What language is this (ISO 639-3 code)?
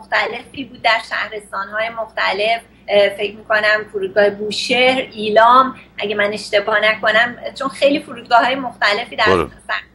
fas